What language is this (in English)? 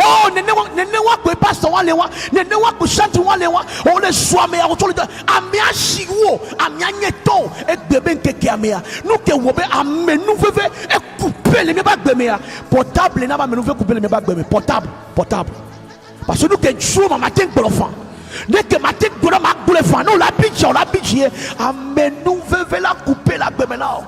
Ewe